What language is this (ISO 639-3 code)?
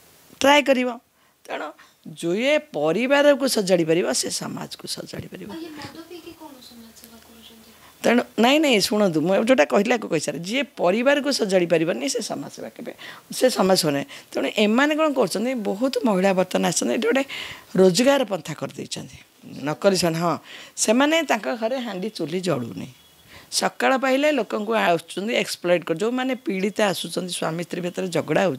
ori